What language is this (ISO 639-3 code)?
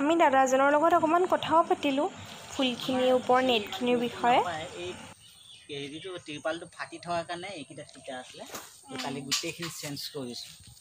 asm